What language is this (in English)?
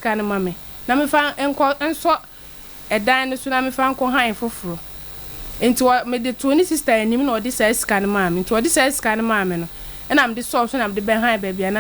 Akan